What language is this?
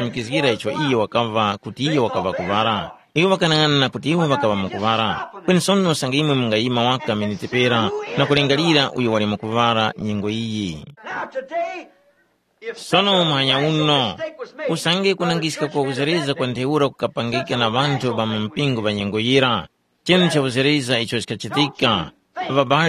Tumbuka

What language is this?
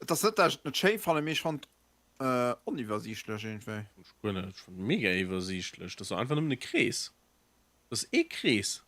Luxembourgish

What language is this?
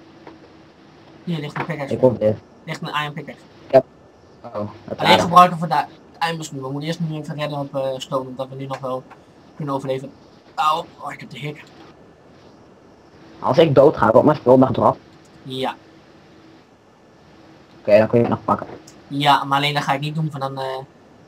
Dutch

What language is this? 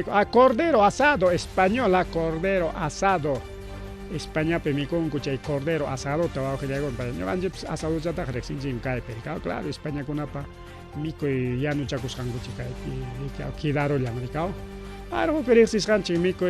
Ayacucho Quechua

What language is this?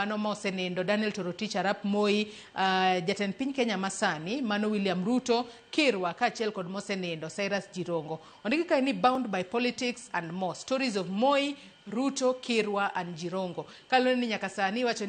Luo (Kenya and Tanzania)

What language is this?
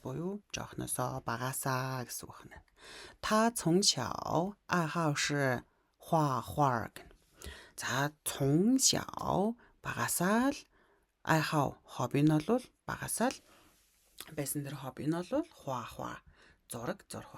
Mongolian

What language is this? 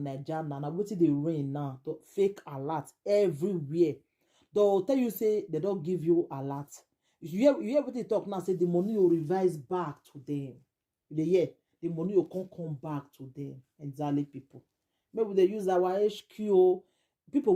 Nigerian Pidgin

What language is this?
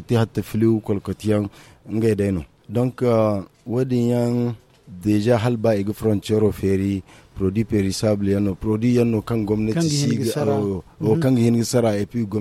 Zarma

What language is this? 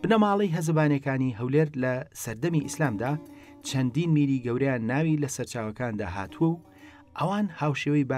Central Kurdish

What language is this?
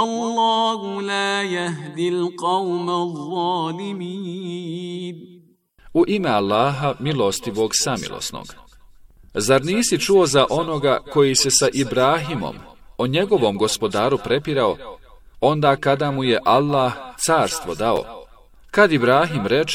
Bosnian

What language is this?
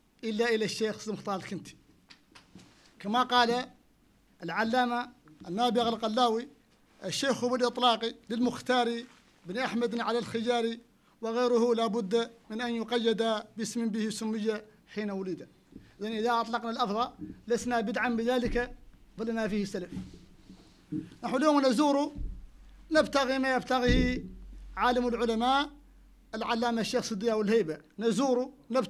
Arabic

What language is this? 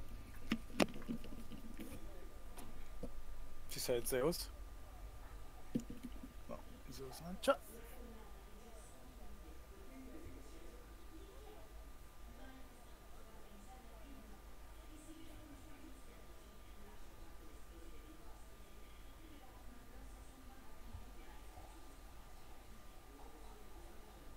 Italian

